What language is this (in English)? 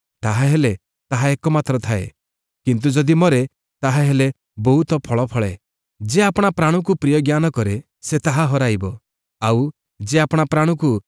Odia